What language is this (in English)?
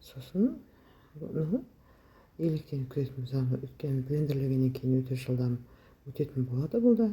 Kazakh